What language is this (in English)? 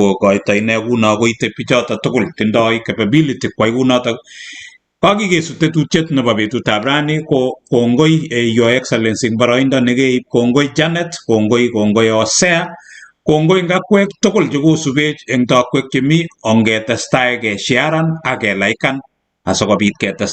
Kalenjin